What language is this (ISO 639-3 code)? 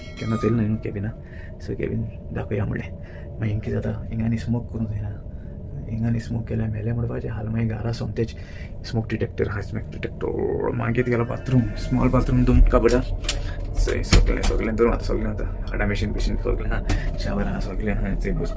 kok